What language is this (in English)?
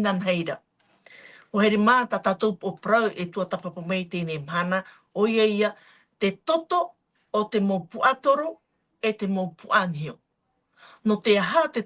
Tahitian